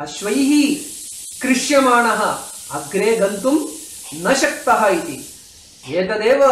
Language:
Sanskrit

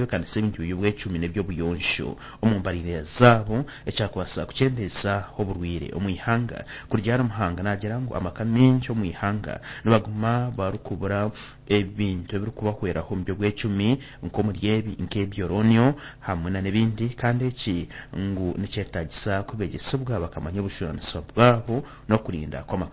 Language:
Nyankole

